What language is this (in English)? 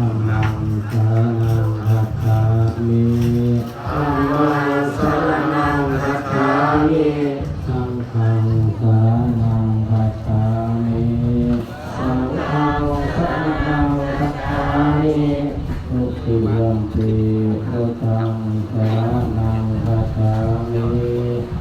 Pali